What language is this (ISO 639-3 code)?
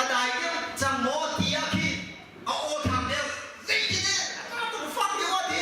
cnh